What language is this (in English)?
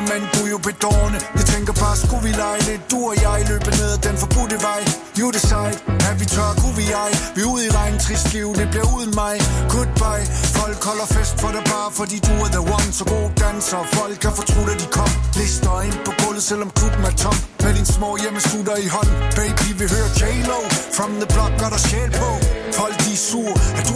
Danish